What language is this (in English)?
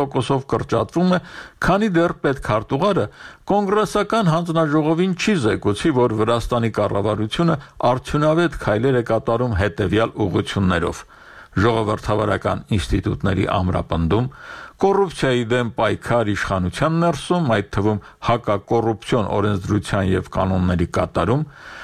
Armenian